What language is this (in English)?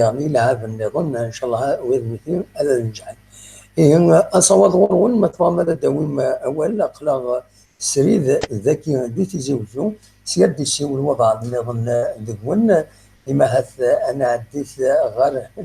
Kabyle